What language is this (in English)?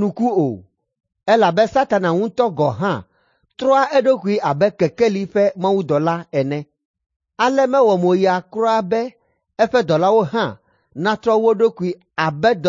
Ewe